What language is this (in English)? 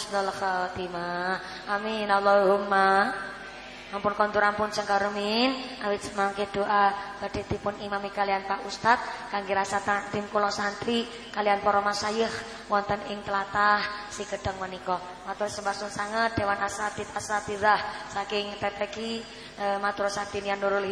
Javanese